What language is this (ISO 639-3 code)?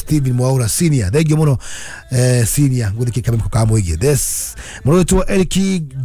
kik